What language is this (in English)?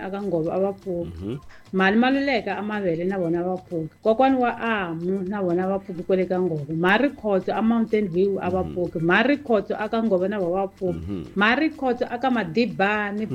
Tsonga